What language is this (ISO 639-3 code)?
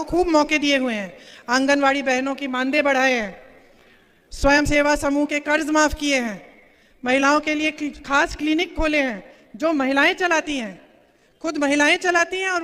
hin